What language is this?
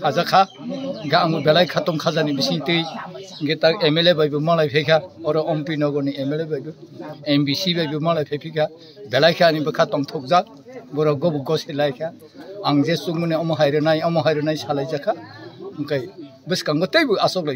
Kok Borok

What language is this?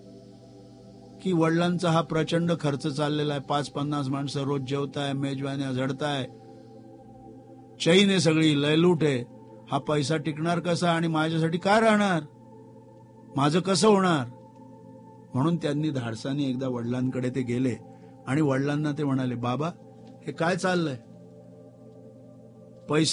Marathi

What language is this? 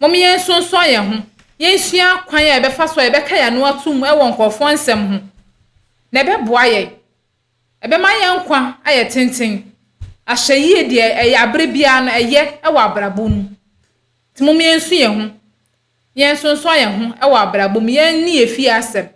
Akan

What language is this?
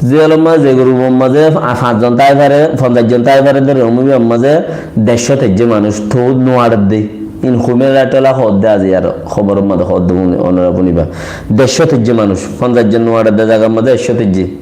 Rohingya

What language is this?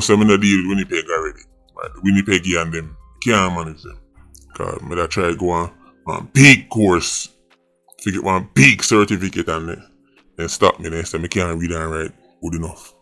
Jamaican Creole English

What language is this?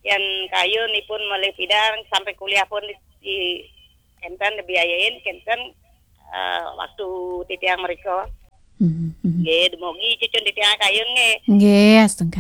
Balinese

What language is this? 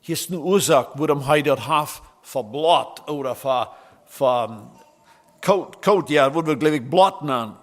Plautdietsch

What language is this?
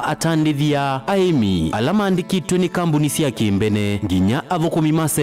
Kamba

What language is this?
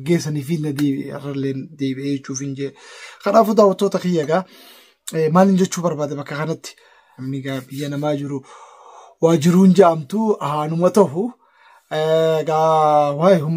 Oromo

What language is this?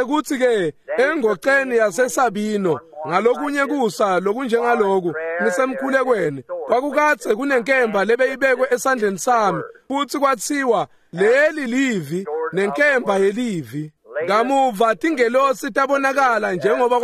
Swati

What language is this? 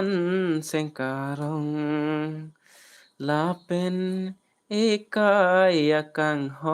Karbi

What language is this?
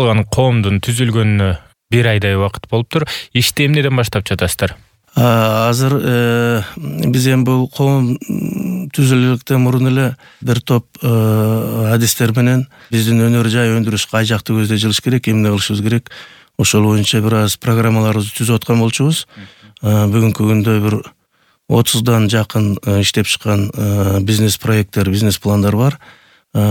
Kyrgyz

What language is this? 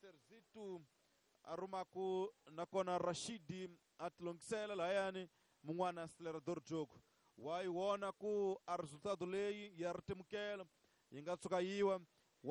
Tsonga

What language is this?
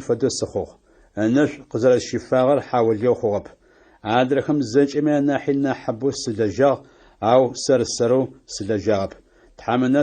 Adyghe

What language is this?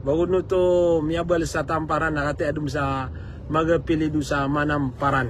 Maranao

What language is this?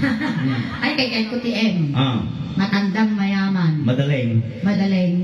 Iloko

